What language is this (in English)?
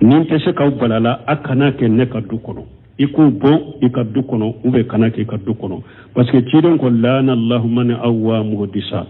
Bambara